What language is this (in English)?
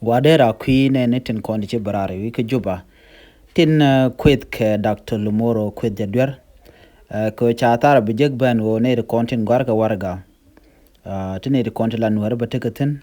Nuer